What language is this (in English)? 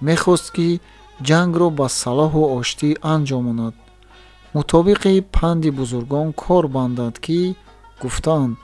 Tajik